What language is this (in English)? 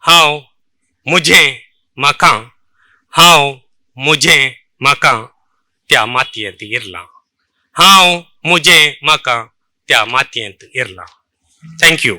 Konkani